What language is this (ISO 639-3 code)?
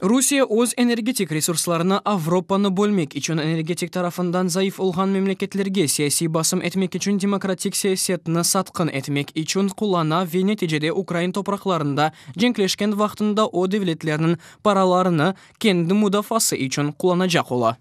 crh